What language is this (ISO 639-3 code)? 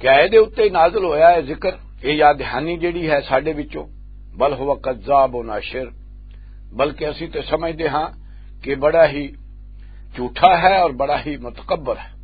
lah